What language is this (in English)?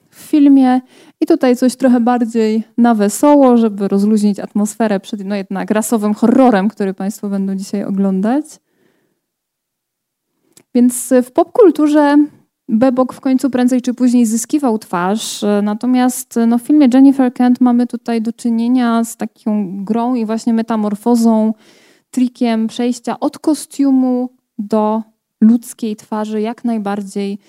Polish